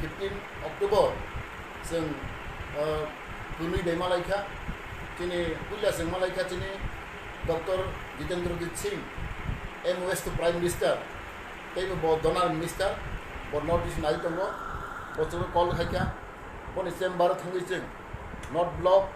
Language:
Riang (India)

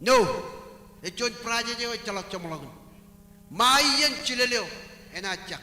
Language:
Marshallese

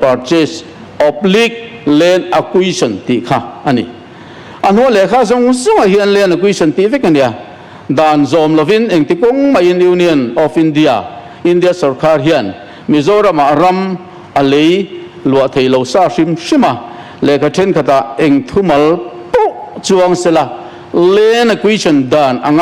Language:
Mizo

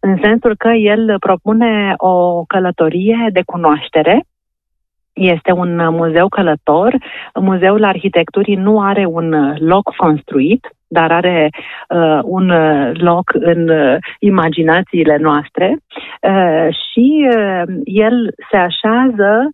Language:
Romanian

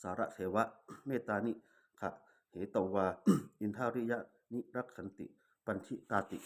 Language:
Pali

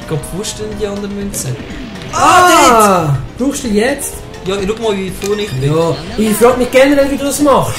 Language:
Swiss German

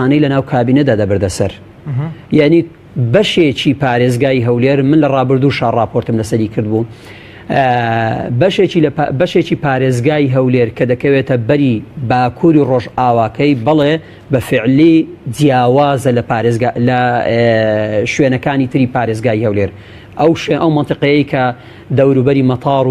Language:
Central Kurdish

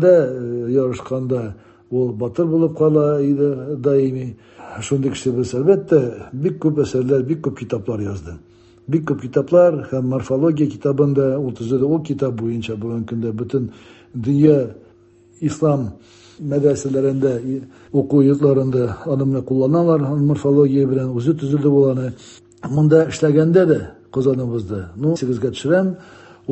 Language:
Tatar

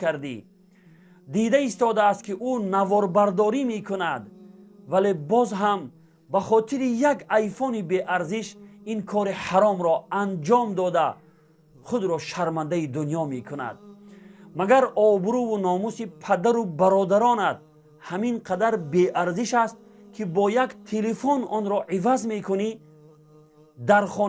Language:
Tajik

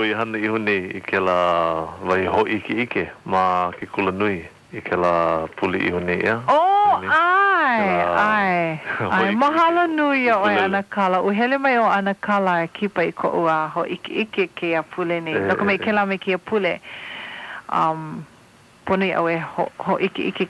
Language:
Hawaiian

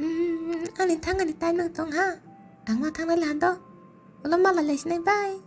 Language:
Kok Borok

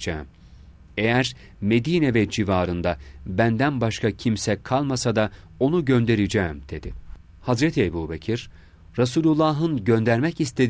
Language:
Turkish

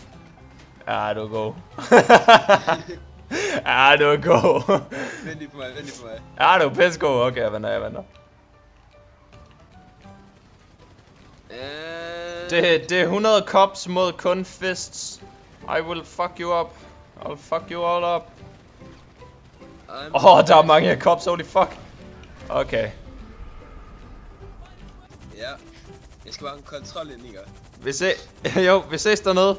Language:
Danish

